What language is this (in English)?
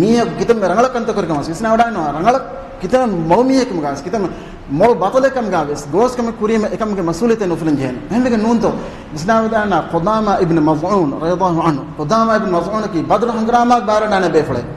Divehi